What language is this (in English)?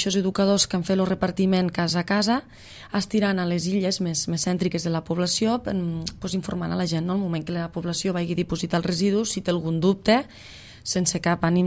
Catalan